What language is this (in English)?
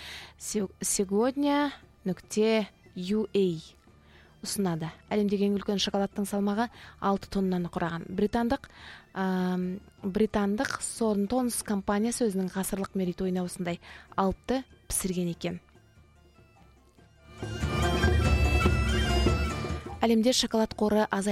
Kazakh